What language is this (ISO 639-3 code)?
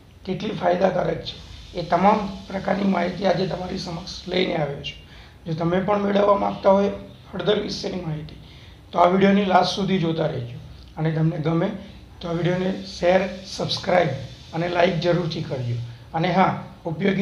guj